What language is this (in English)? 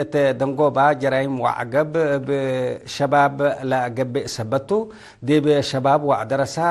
Tigre